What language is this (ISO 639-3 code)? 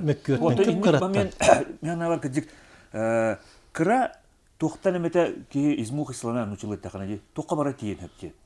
sah